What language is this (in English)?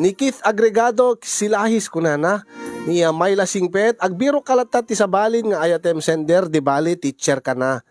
Iloko